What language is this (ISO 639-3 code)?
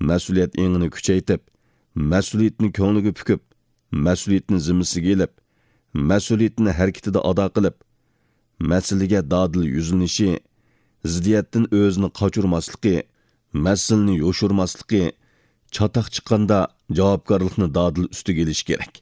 uig